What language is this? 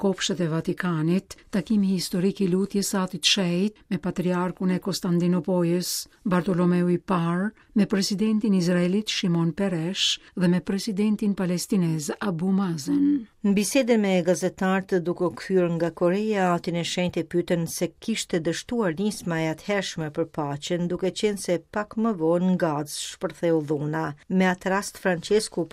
Albanian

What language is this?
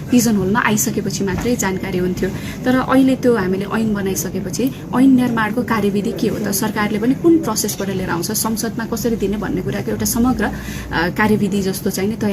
Nepali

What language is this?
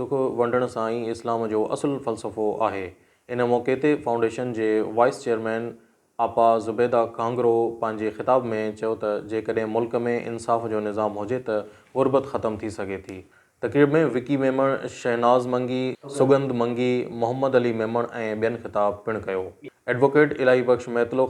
Sindhi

